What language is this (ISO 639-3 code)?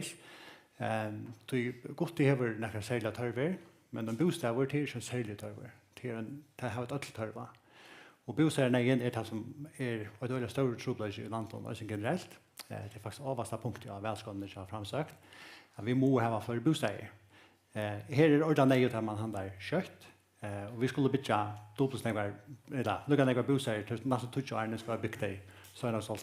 fao